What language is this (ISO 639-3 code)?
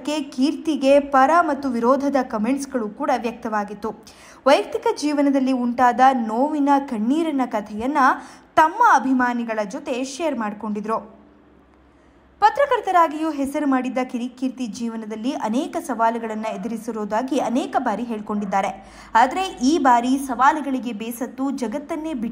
kan